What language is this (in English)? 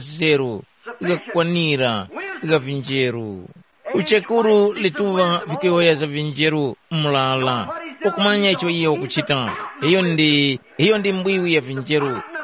Tumbuka